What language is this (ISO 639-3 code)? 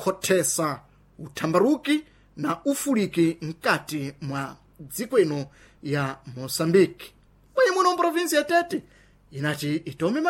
seh